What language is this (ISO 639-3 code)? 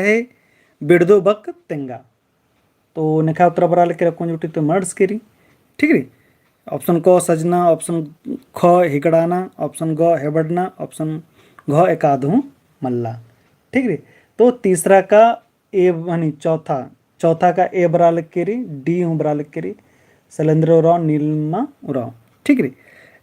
kru